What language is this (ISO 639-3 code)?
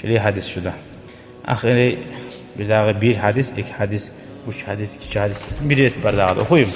kum